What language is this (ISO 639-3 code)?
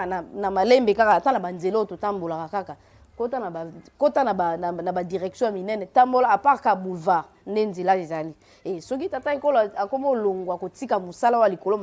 lin